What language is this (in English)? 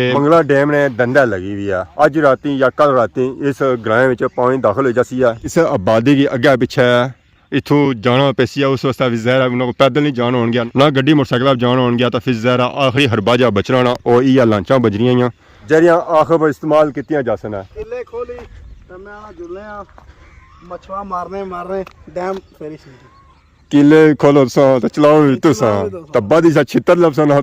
Pahari-Potwari